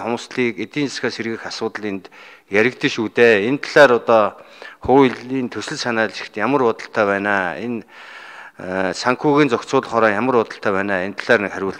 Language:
Mongolian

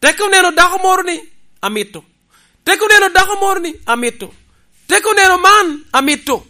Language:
Lango (Uganda)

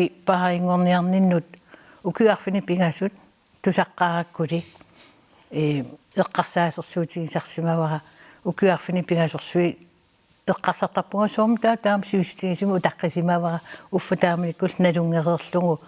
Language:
Kalaallisut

